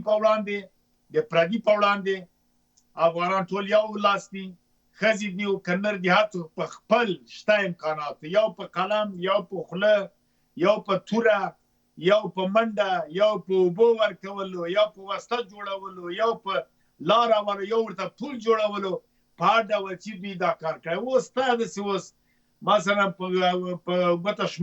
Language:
Pashto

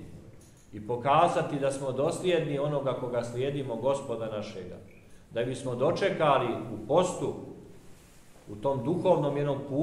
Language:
Serbian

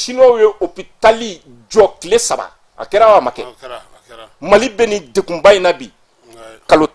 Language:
Bambara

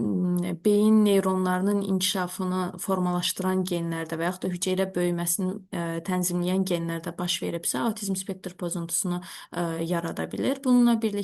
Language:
Azerbaijani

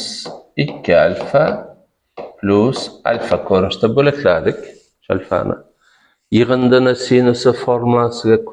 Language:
Uzbek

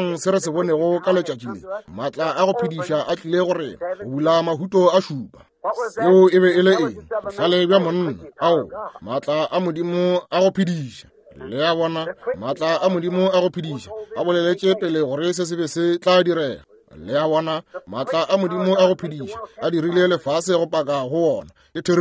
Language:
Northern Sotho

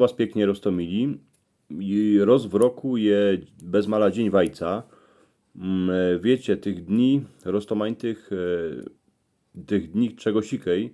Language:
Silesian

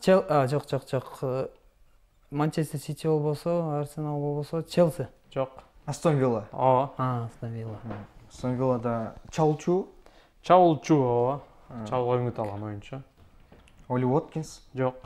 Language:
Kyrgyz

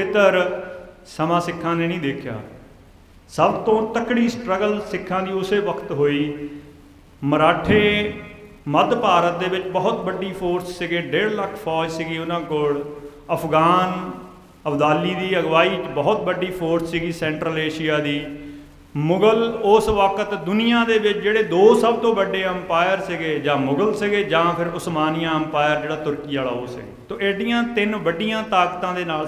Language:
Punjabi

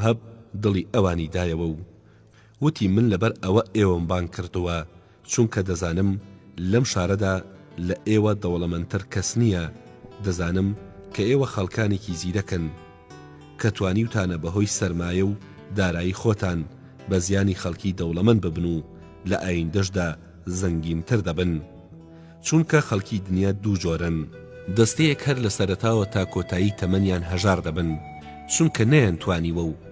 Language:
Central Kurdish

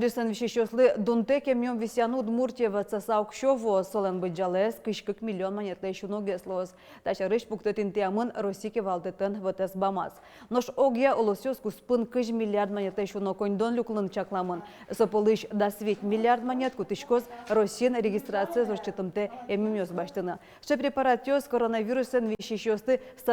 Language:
Udmurt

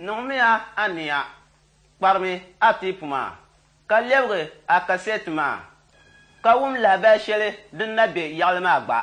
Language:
Dagbani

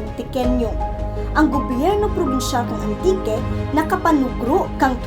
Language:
Kinaray-a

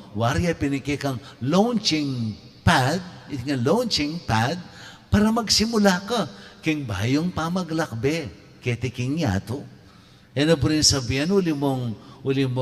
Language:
Pampanga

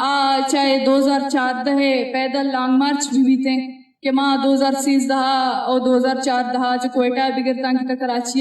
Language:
Eastern Balochi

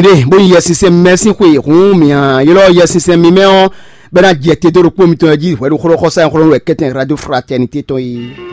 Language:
Fon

